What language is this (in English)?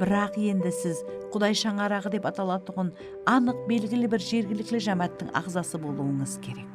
Kara-Kalpak